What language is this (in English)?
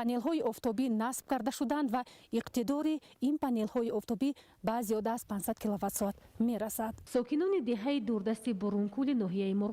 Tajik